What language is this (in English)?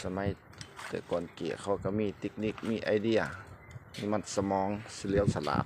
Lao